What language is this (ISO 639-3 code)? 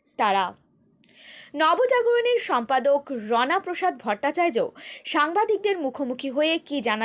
ben